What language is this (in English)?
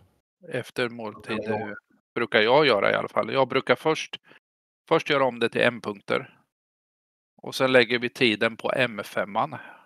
Swedish